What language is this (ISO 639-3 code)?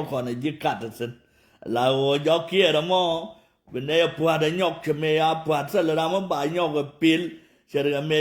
nus